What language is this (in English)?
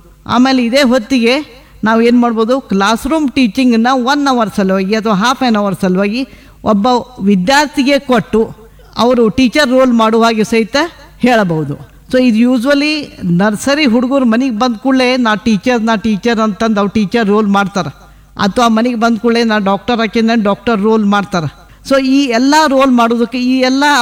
Kannada